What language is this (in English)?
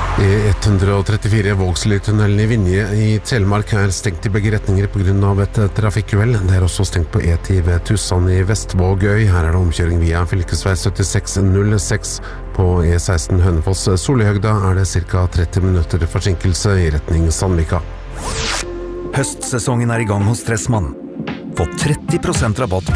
Norwegian